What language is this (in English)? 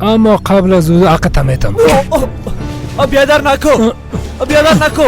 Persian